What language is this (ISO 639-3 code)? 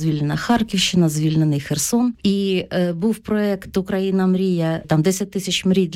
ukr